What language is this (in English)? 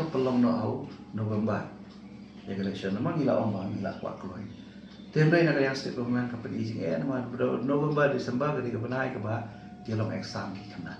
Khasi